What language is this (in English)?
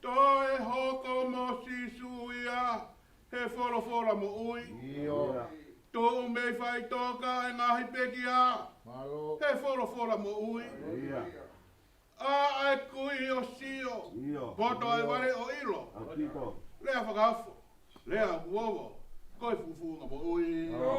Tongan